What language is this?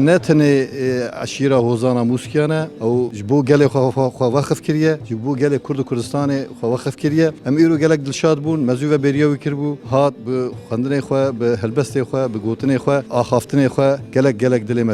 Kurdish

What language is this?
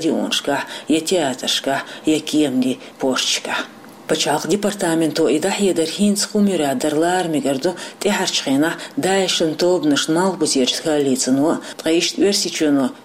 Chechen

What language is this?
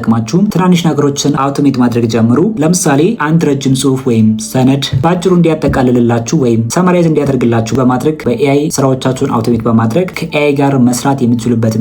Amharic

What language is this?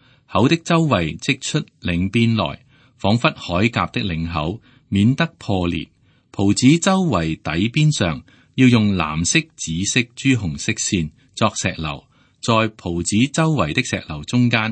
Cantonese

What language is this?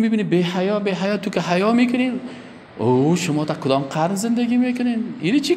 Persian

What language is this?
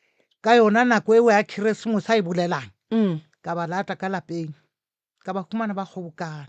Northern Sotho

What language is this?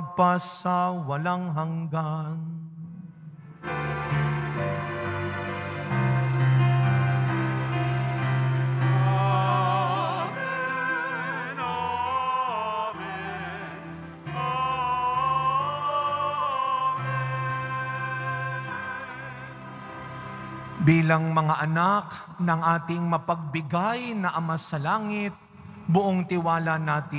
Filipino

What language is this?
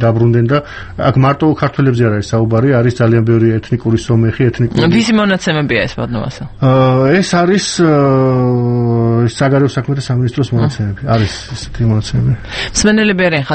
Georgian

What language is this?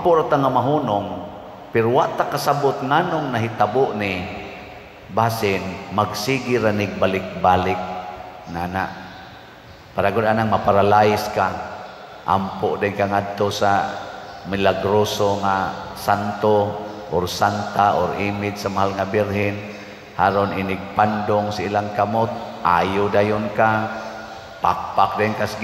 Cebuano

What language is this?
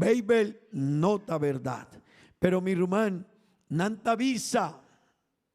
Papiamento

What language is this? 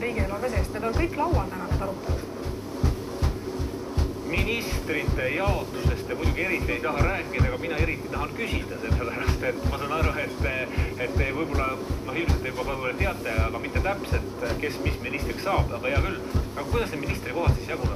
Estonian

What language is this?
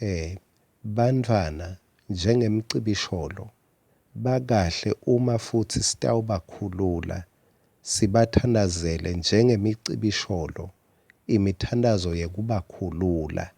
Swati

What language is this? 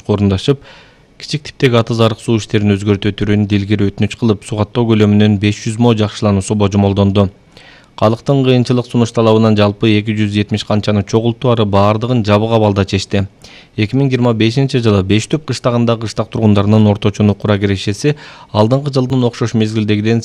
Kyrgyz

